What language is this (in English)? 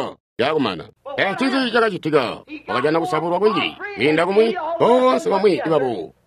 Tonga (Zambia)